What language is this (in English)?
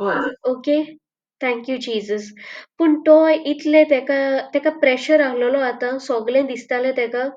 Konkani